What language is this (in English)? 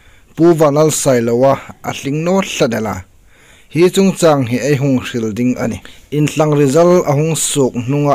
Hmar